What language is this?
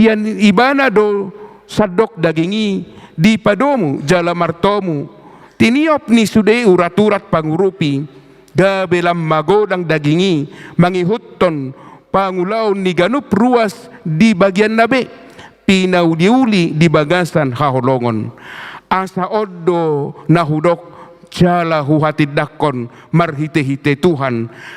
Batak Toba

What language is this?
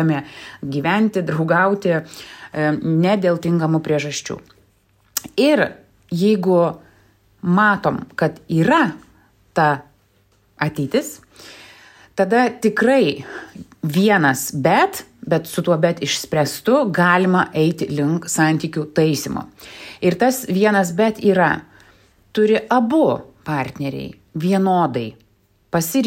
Lithuanian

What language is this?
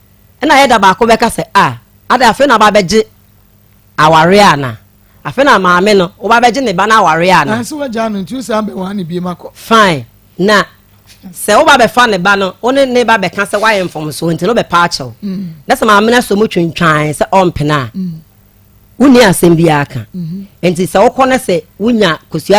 Akan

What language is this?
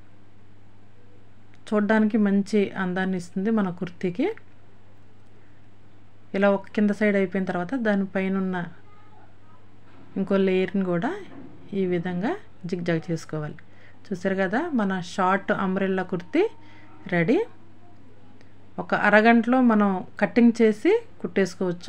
Telugu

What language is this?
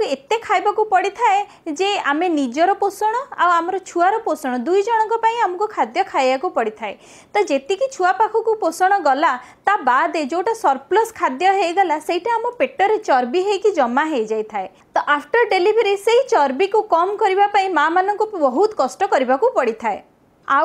Odia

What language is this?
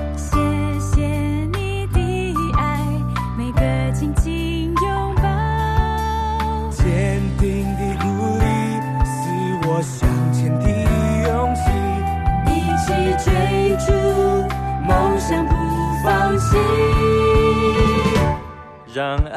Chinese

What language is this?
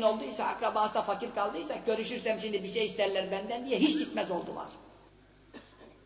Turkish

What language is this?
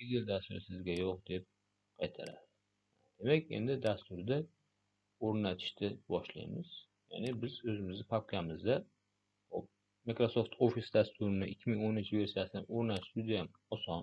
Uzbek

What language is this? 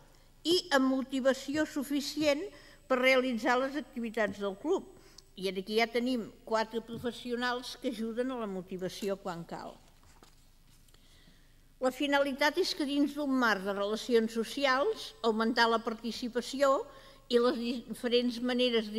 Catalan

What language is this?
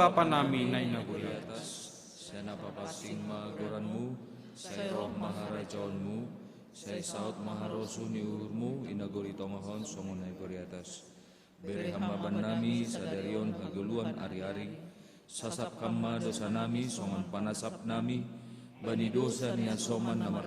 Batak Simalungun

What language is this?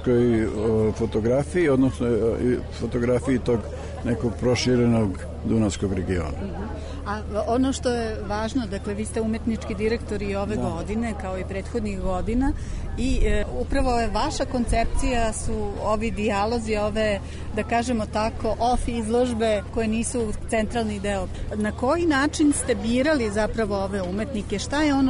Serbian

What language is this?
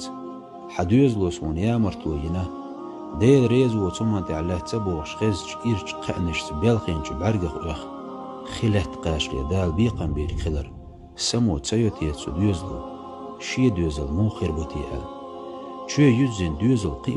Chechen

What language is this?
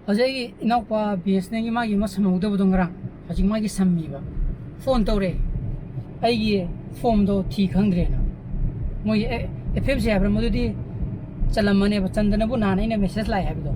Manipuri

